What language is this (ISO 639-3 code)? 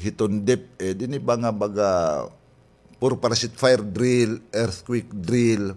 war